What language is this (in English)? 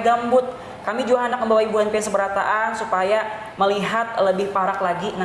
Banjar